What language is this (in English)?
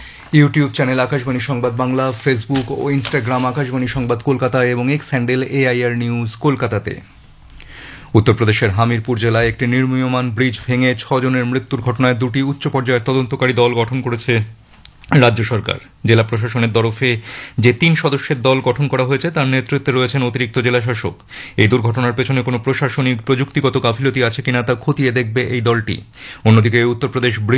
Bangla